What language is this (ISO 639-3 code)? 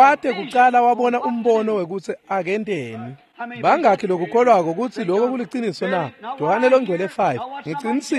ssw